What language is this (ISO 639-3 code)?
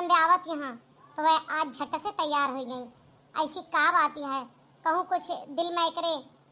awa